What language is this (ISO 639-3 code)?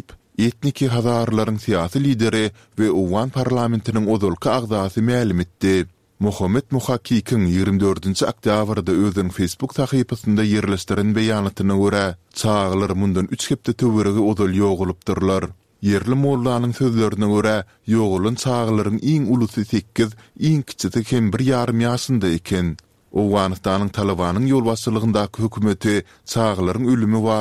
tuk